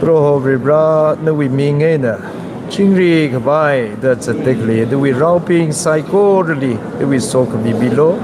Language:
Tangkhul Naga (India)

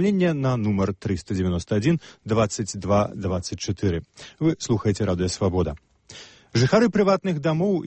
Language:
Belarusian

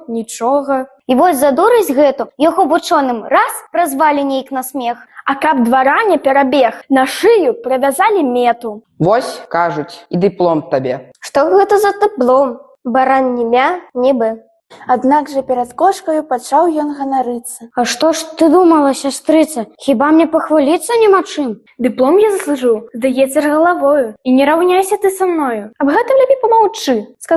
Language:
Belarusian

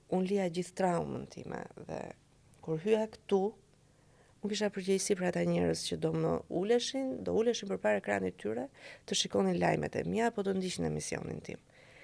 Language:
Albanian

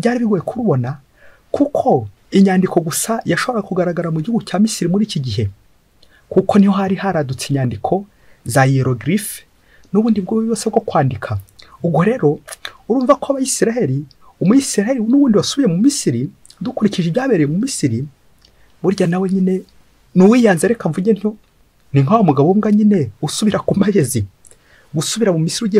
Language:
Kinyarwanda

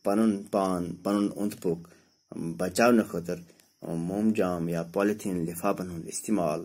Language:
Kashmiri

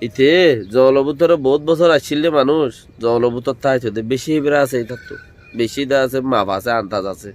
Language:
Rohingya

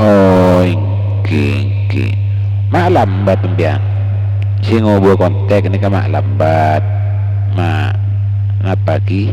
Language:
Madurese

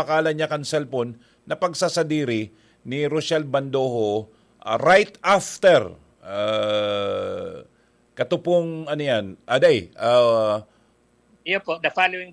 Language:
Bikol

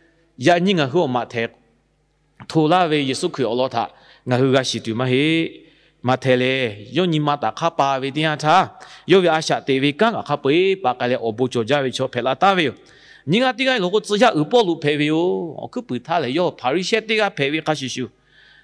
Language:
Lahu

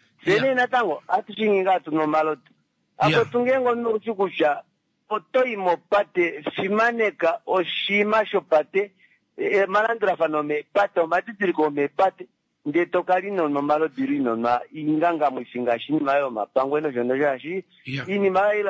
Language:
Kuanyama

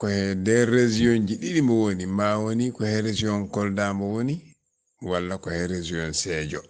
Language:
Fula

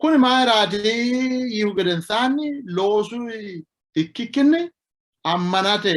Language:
Sidamo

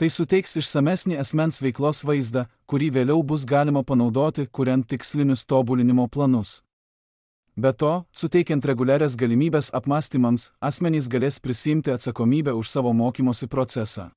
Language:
Lithuanian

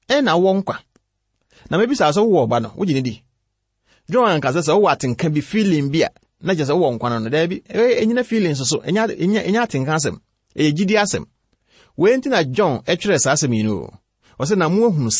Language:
Akan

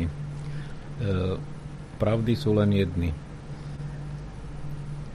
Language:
Slovak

